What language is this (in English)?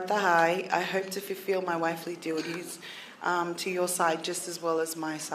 Tongan